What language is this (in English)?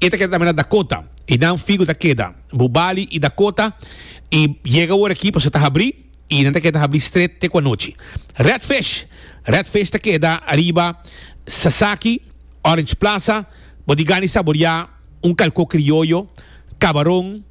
Papiamento